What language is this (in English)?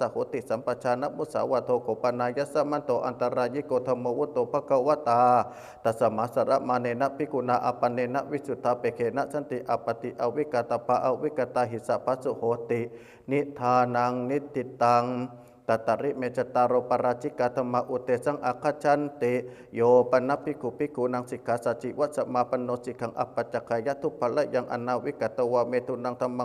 Pali